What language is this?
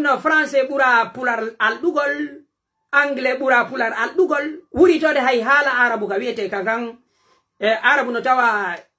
Pular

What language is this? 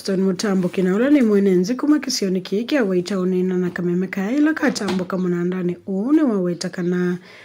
Kamba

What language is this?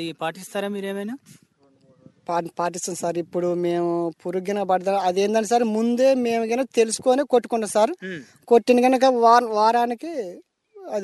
Telugu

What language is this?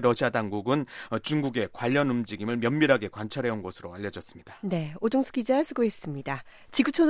Korean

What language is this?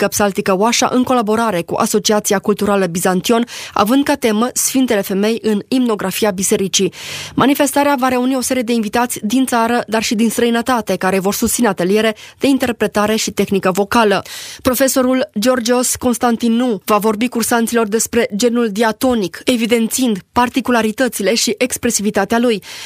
Romanian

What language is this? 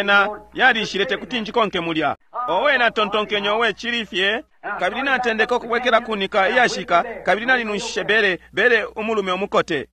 Bemba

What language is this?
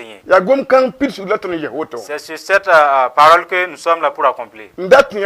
Mossi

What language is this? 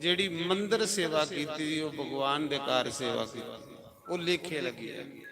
Dogri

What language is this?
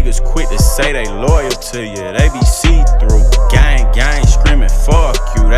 English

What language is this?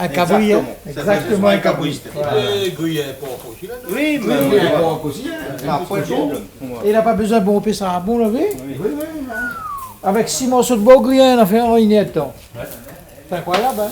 Réunion Creole French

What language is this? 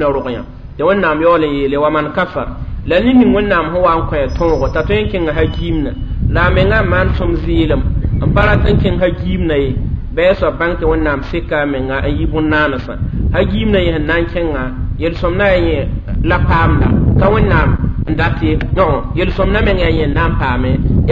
Mossi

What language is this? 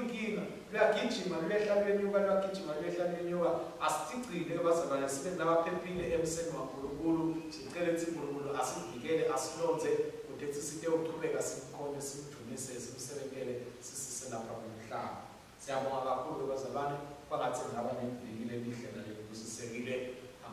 Swati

